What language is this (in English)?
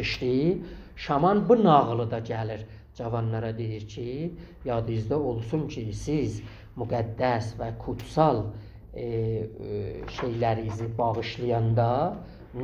South Azerbaijani